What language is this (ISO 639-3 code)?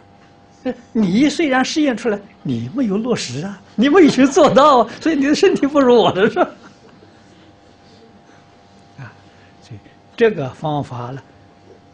zho